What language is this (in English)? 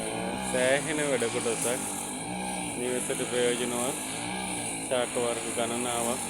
Sinhala